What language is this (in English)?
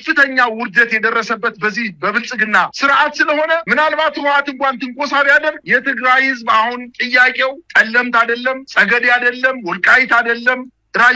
Amharic